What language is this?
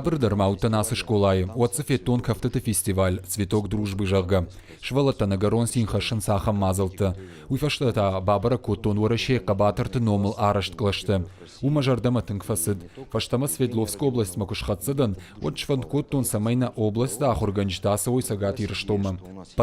Ossetic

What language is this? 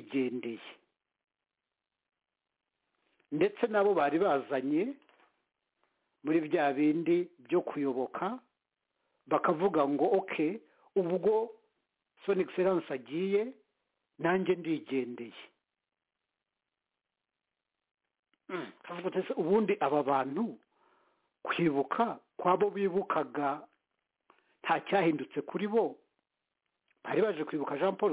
Kinyarwanda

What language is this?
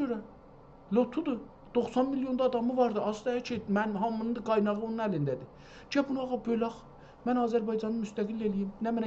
South Azerbaijani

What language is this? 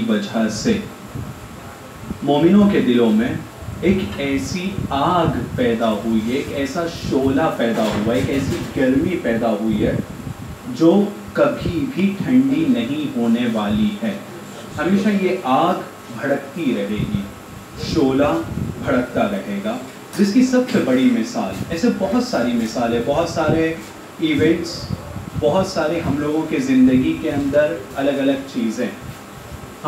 Urdu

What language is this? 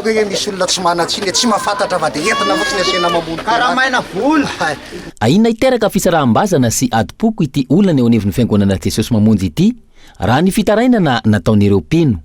Malagasy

